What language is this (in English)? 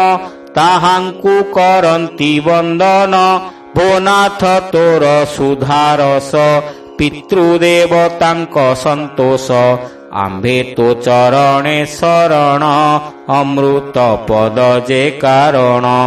Odia